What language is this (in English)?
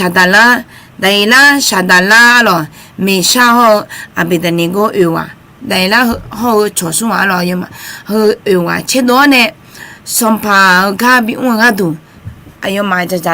Akha